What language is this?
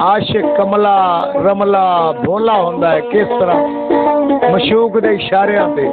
Saraiki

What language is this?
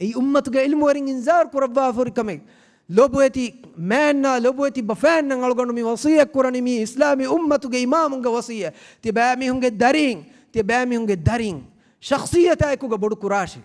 Divehi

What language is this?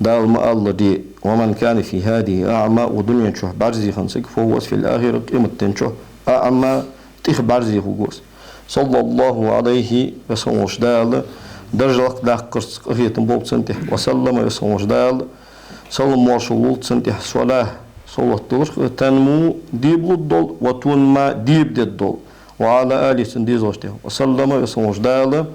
Ingush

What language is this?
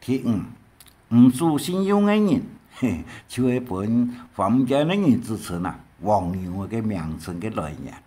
Hakka Chinese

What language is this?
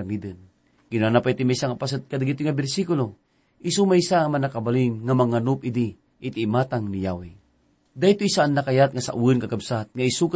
Iloko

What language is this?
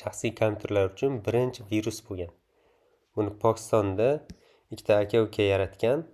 Uzbek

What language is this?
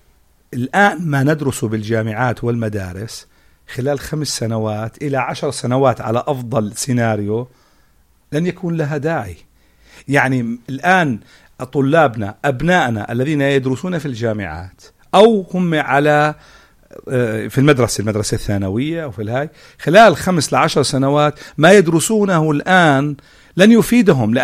North Levantine Arabic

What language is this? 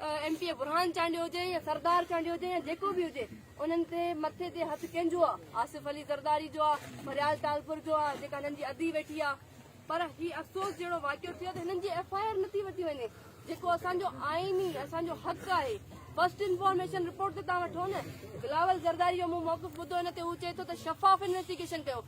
Sindhi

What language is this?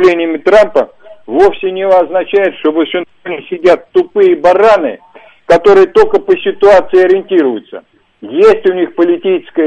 Russian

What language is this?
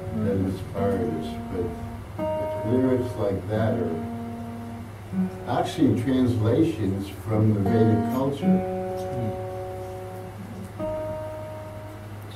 English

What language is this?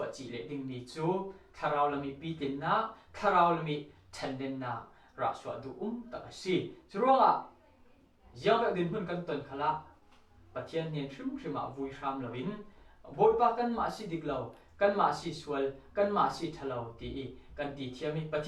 Falam Chin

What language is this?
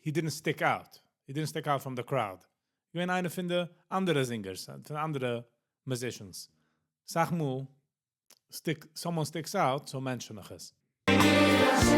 Yiddish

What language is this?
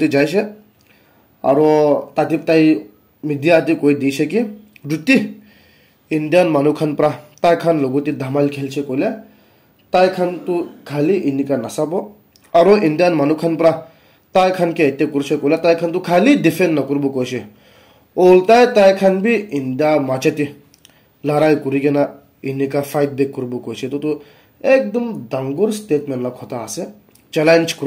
Naga Pidgin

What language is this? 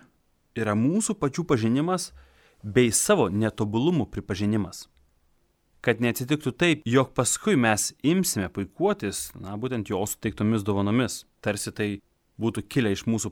Lithuanian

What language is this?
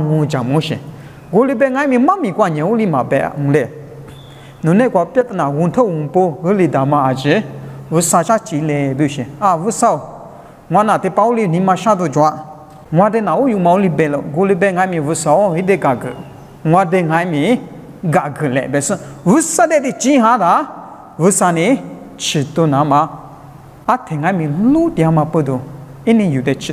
Lisu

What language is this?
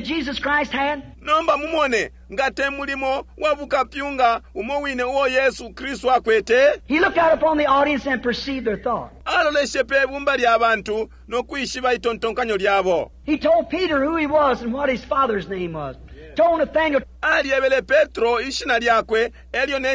Bemba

